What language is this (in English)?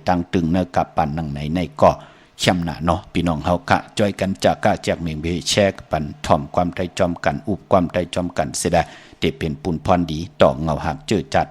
Shan